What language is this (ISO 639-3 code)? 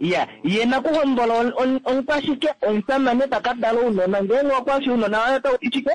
kua